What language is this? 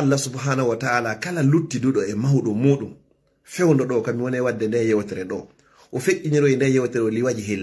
Fula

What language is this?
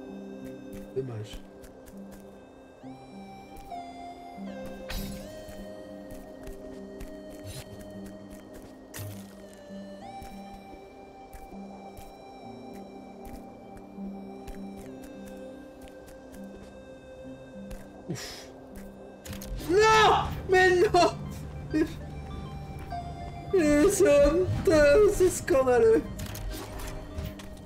French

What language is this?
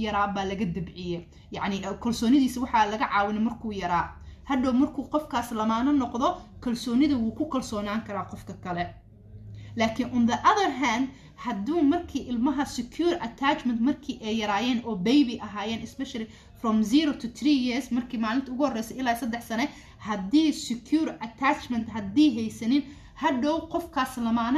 Somali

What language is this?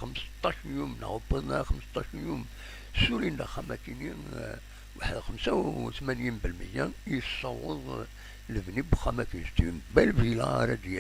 Kabyle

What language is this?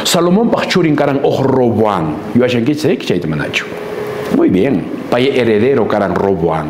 Quechua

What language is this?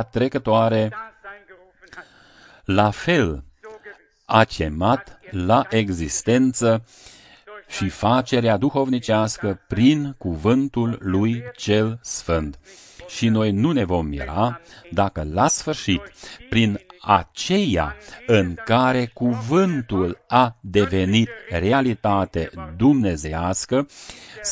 Romanian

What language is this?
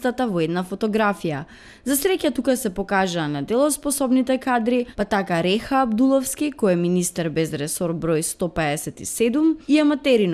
Macedonian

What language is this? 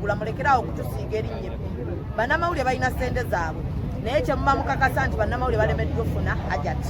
Ganda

